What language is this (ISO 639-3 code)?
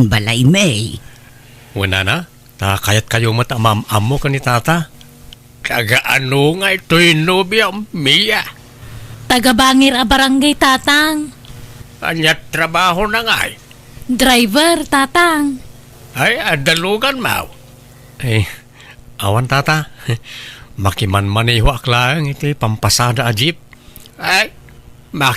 ilo